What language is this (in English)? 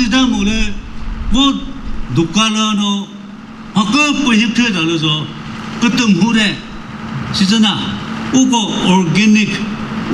Chokri Naga